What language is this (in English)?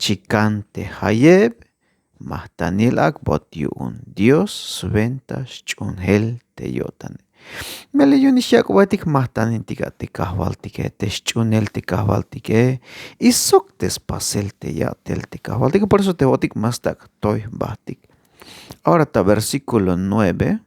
Tzeltal